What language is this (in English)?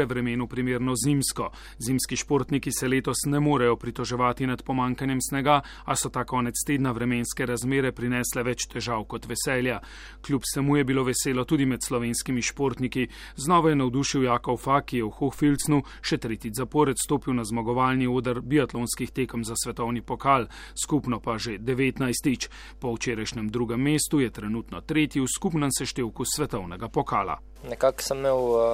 Slovenian